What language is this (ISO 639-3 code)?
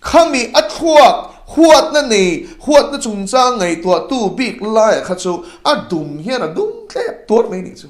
lus